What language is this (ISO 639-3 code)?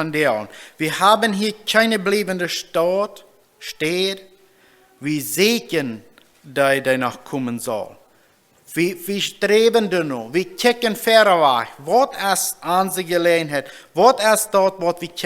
pdt